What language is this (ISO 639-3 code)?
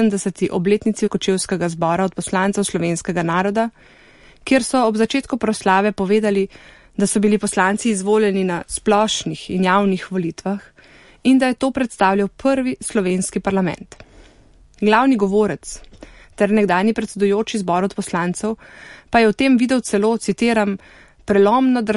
slv